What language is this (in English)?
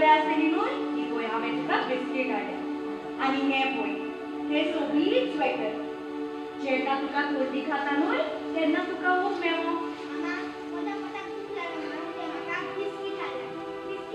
Konkani